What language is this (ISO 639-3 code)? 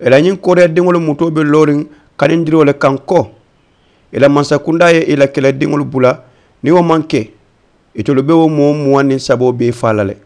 man